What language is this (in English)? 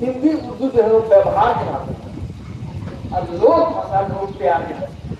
Magahi